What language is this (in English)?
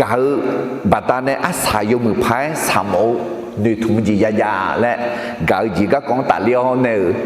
Akha